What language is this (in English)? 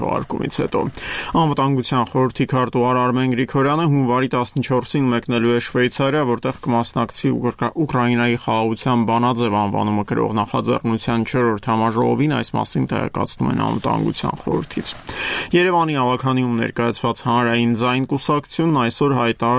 Armenian